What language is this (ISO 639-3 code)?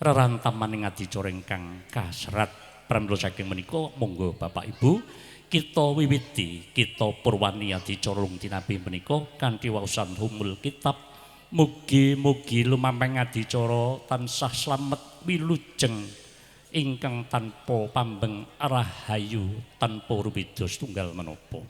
jav